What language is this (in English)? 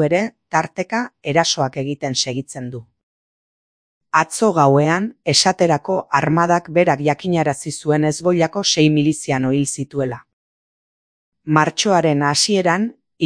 Basque